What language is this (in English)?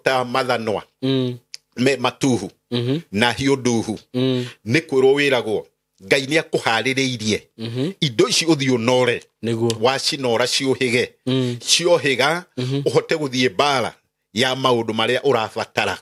Kikuyu